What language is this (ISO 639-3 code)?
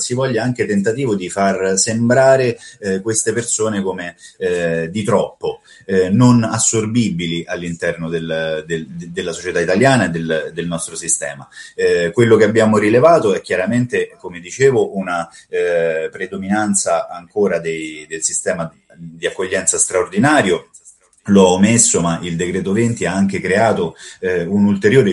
ita